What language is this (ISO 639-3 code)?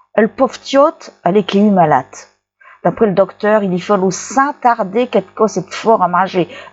pcd